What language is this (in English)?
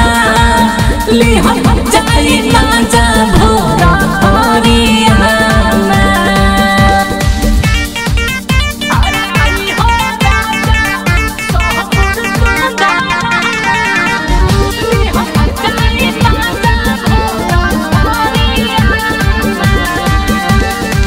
Bhojpuri